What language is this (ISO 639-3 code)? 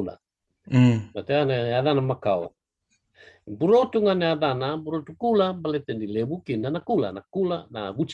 fij